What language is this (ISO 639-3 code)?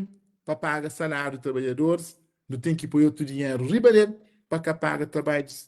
kea